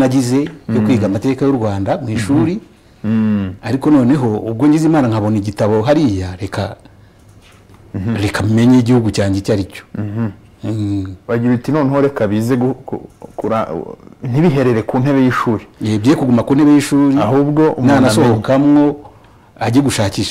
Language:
Kinyarwanda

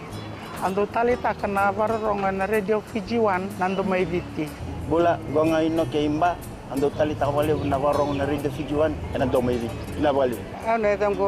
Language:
Fijian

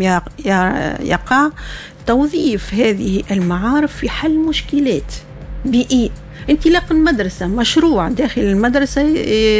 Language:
Tunisian Arabic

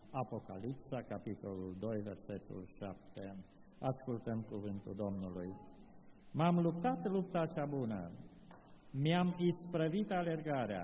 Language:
Romanian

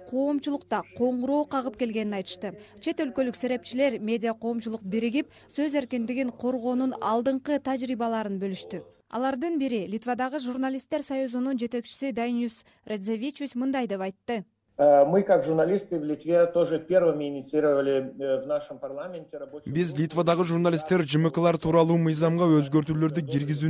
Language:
Kyrgyz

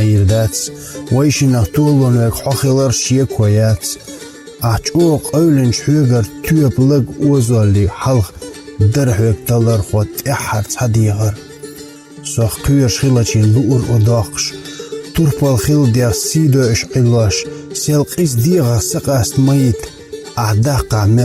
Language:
Chechen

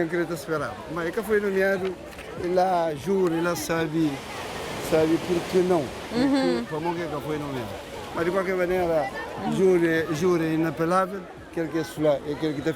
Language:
Kabuverdianu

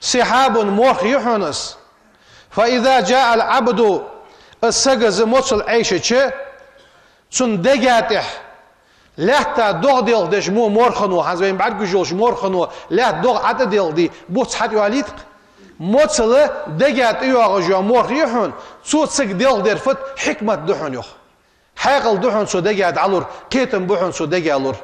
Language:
Ingush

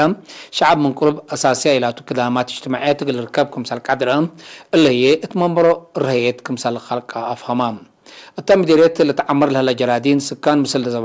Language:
Tigre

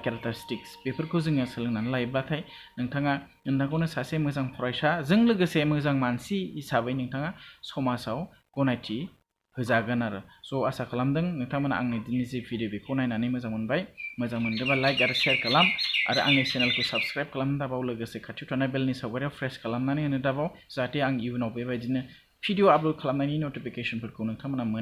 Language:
Bodo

